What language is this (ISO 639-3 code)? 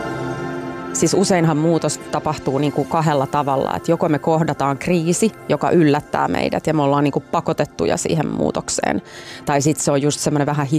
fin